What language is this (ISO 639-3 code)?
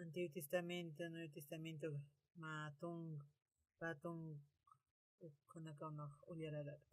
aym